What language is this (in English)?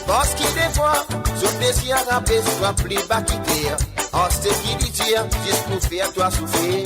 Morisyen